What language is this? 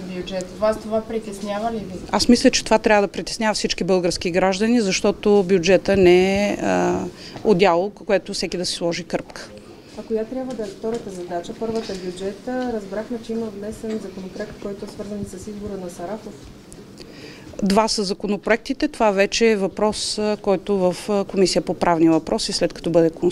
Bulgarian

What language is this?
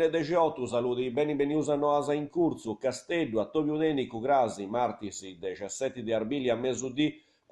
Sardinian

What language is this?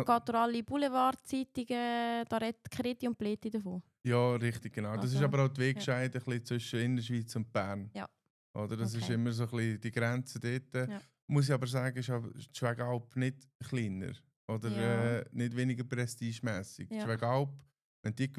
Swiss German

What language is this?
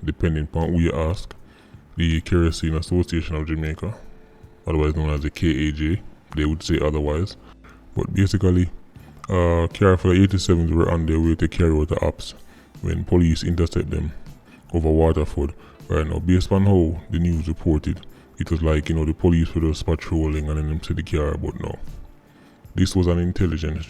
Jamaican Creole English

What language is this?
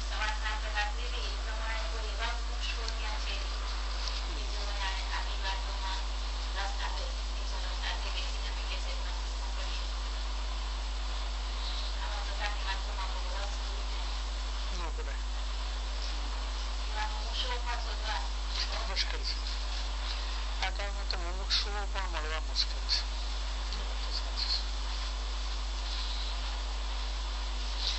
Gujarati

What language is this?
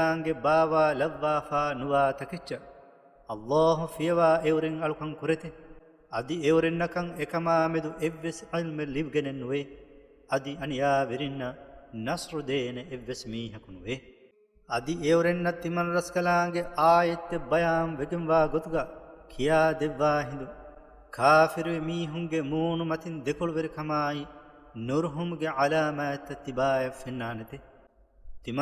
Divehi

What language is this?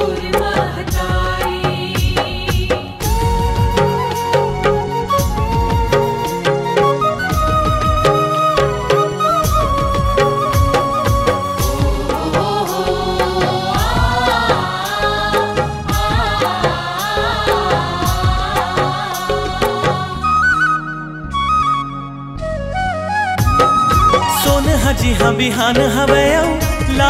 Chhattisgarhi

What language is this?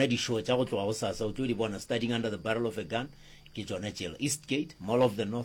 Northern Sotho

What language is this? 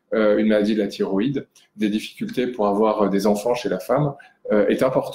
French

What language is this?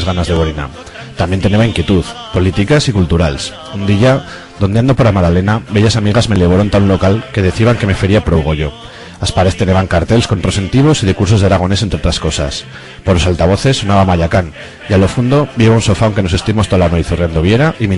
Aragonese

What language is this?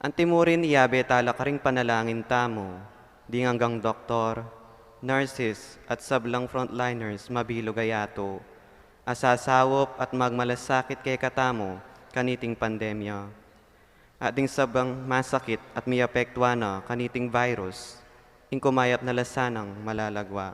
Pampanga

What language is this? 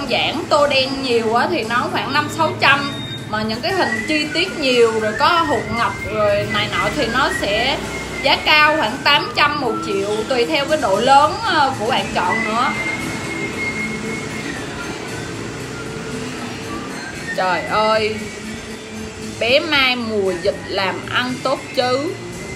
Vietnamese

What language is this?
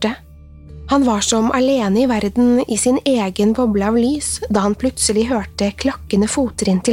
Norwegian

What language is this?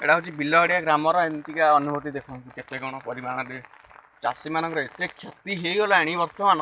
Odia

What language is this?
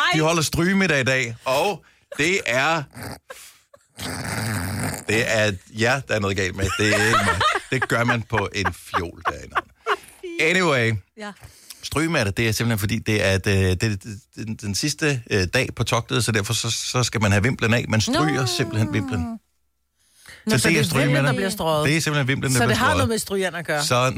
Danish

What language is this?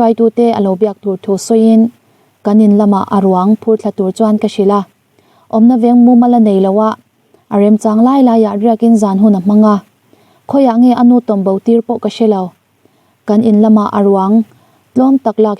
Mizo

